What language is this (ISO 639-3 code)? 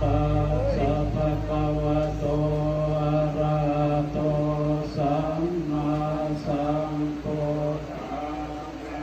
pli